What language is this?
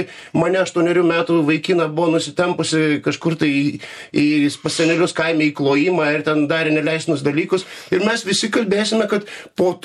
Lithuanian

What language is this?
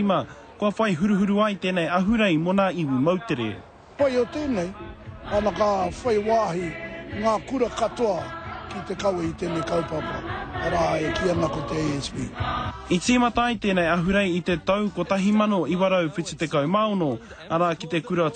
Māori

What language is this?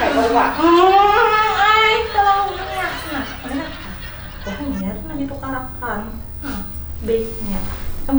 Banjar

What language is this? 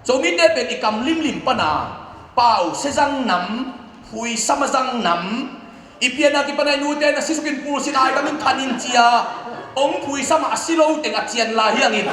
Tedim Chin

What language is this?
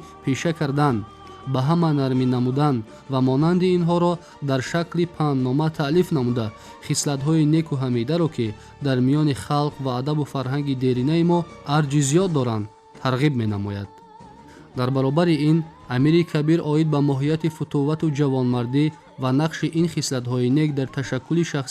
Tajik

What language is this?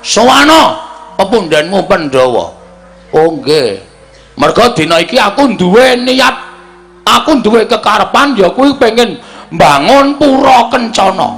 Javanese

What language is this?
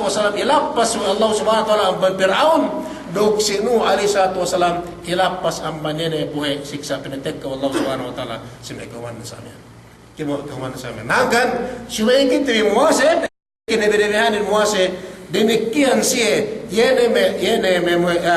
Yakan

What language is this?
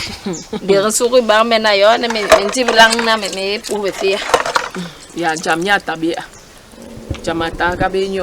Basaa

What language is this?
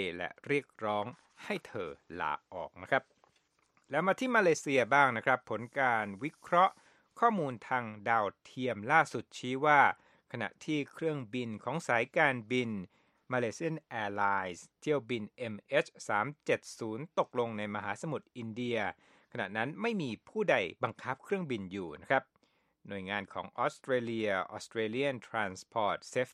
Thai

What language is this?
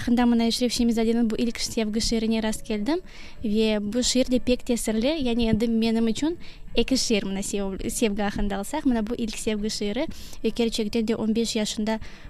Crimean Tatar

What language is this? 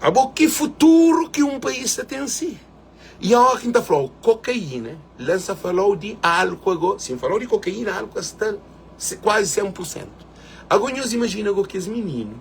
Kabuverdianu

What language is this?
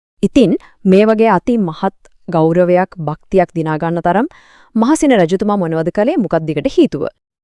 Sinhala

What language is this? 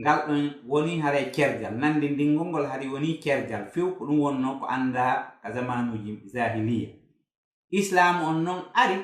Fula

